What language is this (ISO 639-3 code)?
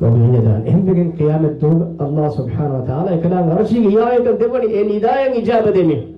div